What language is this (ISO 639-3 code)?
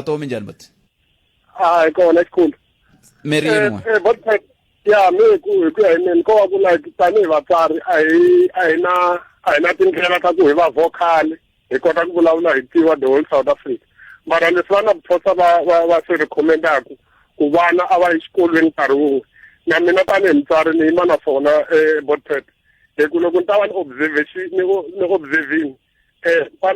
tso